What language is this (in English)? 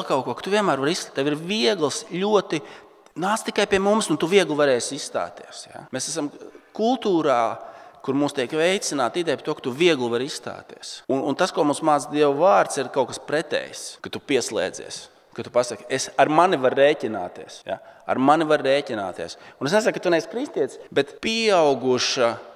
Latvian